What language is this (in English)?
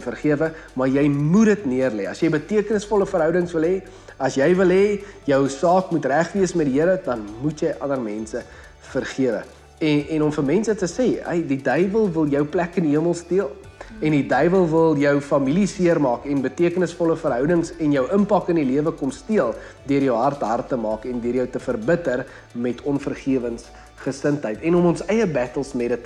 Afrikaans